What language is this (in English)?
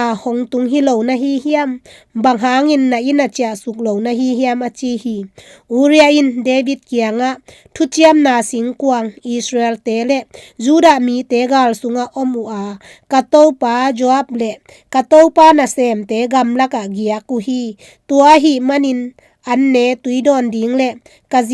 Tedim Chin